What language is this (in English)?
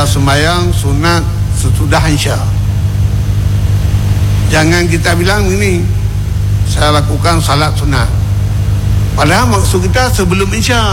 Malay